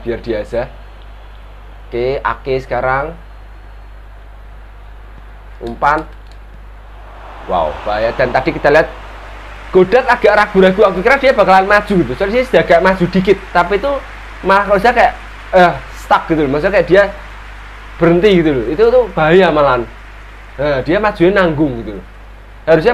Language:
Indonesian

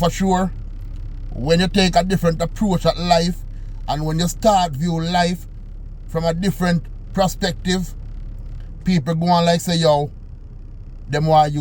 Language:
Jamaican Creole English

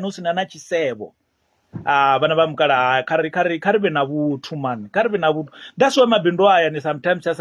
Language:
Venda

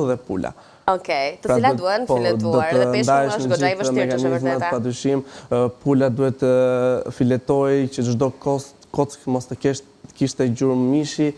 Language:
Albanian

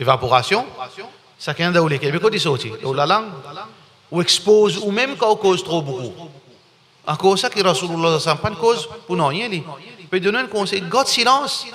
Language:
Morisyen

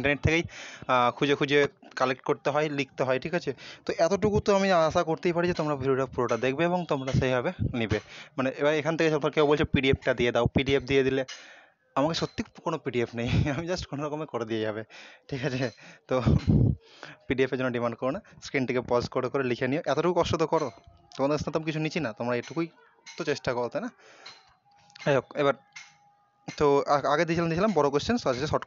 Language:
Bangla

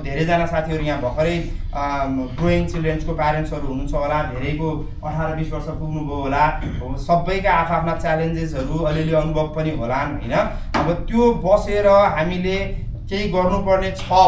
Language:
Nepali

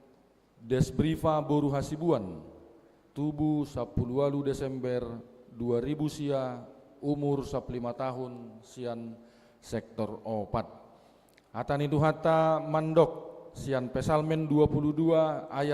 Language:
Batak Toba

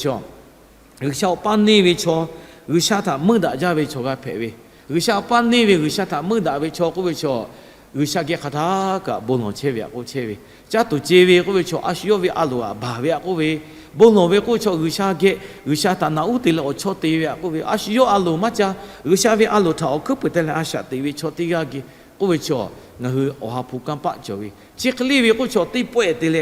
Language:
Lahu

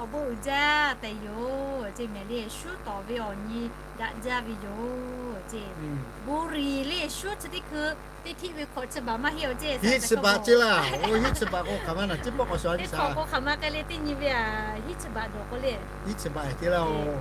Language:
Lahu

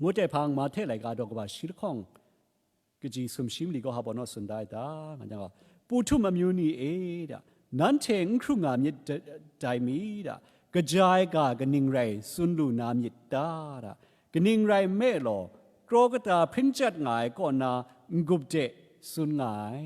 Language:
Kachin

